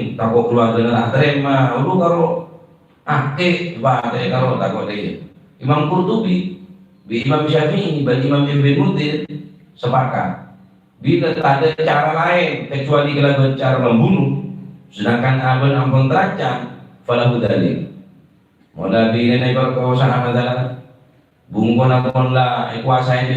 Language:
Madurese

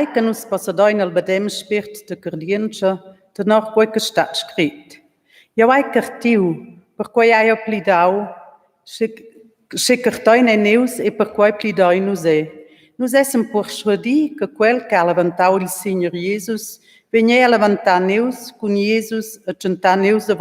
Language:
Romansh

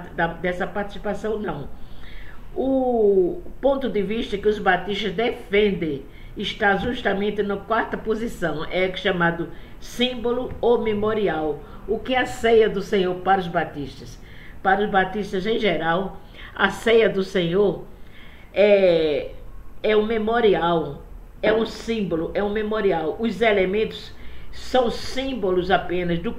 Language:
Portuguese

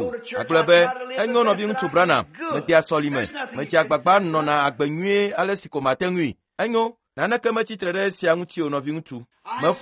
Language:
Ewe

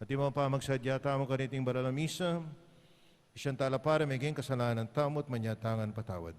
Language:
Pampanga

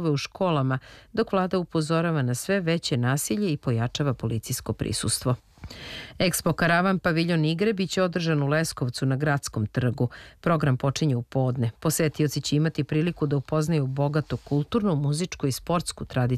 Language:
Serbian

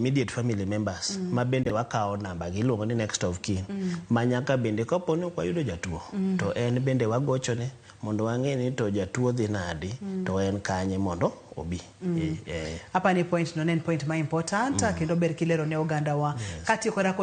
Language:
Luo (Kenya and Tanzania)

